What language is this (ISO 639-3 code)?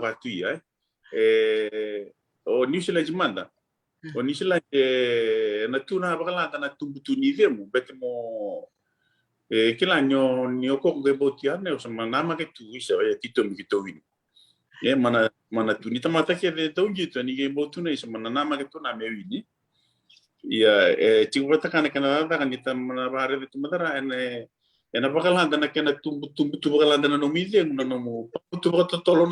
fij